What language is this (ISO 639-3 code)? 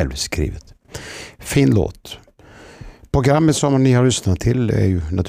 swe